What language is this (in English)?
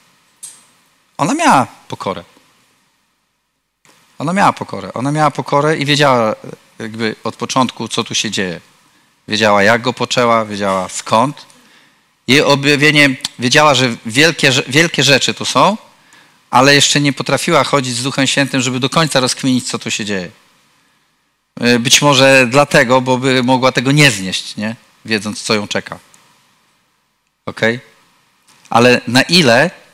Polish